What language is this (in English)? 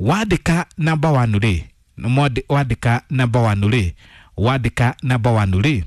Kikuyu